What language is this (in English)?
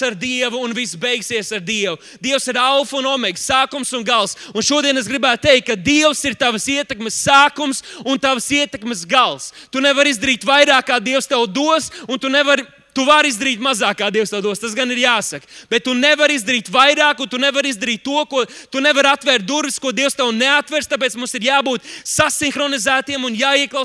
Latvian